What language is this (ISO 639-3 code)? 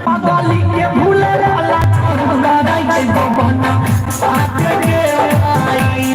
mai